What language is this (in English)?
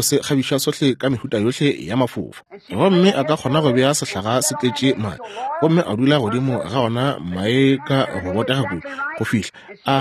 Northern Sotho